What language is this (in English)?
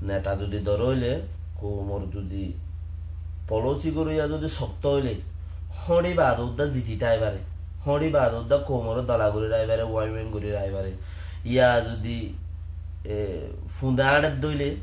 Rohingya